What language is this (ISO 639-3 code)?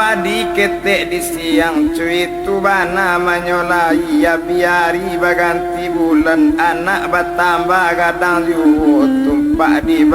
min